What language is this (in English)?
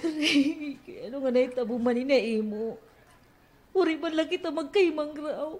Waray